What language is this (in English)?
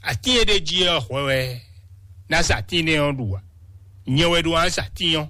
Fon